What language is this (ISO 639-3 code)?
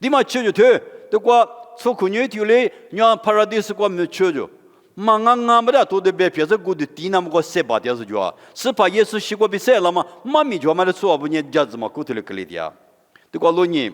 lis